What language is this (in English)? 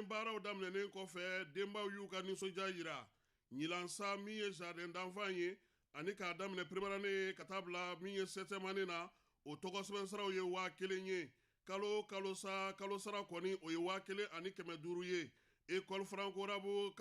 Bambara